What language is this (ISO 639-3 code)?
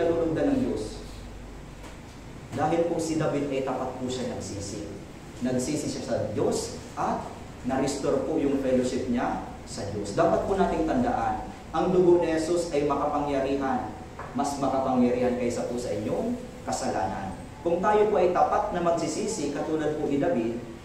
fil